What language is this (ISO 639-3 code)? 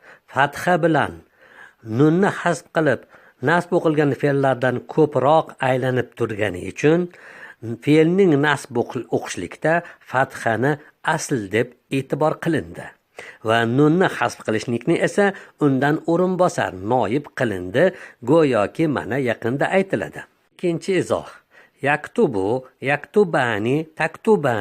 uzb